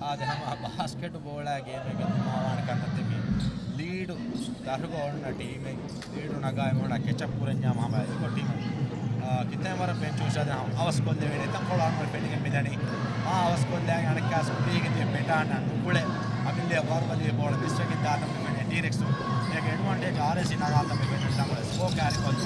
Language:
Divehi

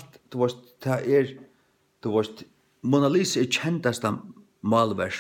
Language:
Faroese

